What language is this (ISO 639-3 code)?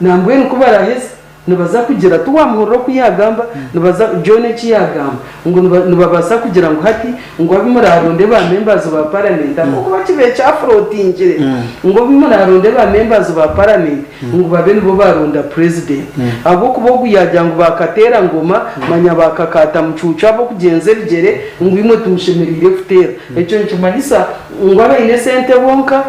nyn